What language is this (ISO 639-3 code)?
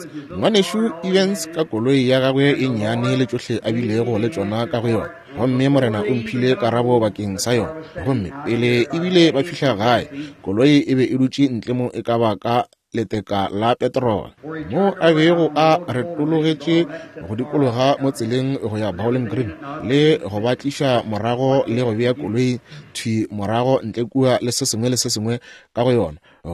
nso